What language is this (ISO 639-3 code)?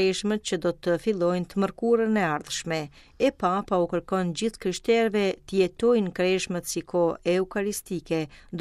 sqi